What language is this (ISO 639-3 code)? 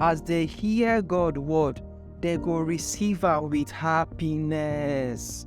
pcm